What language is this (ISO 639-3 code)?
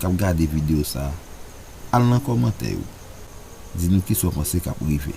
hat